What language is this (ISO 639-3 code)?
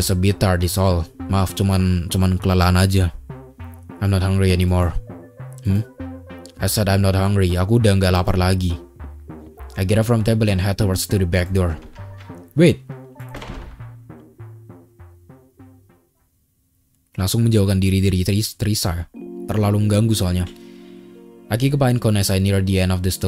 ind